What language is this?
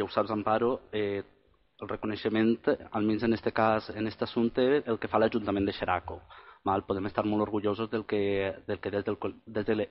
Catalan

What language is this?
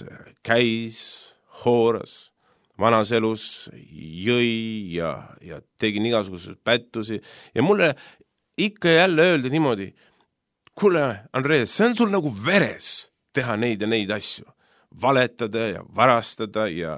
Estonian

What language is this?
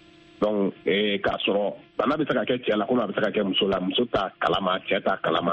Bambara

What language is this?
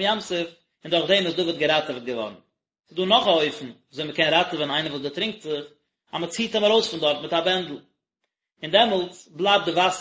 Yiddish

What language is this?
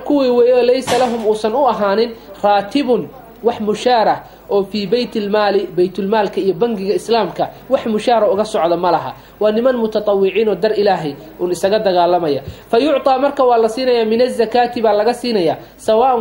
Somali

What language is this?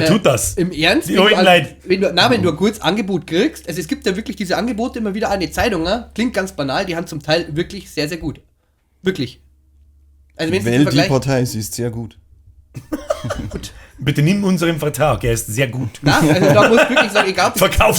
Bavarian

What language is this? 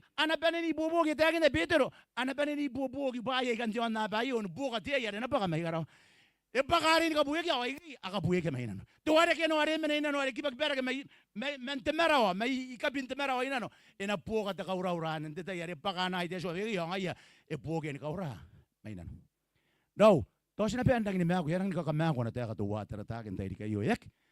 Gilbertese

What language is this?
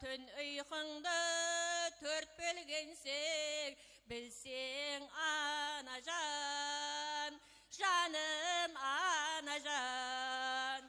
Kara-Kalpak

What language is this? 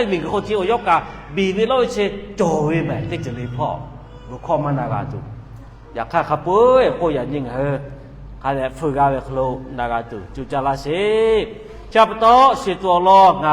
Lahu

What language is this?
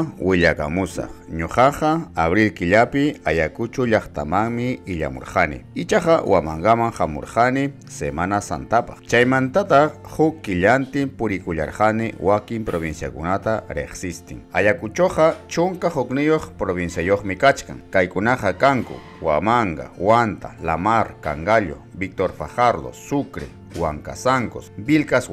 Ayacucho Quechua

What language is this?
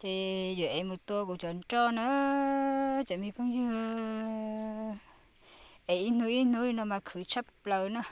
Hmong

